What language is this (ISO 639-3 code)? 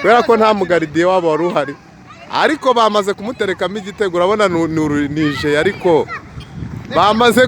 kin